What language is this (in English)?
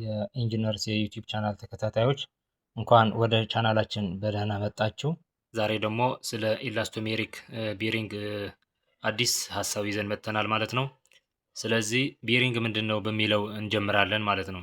Amharic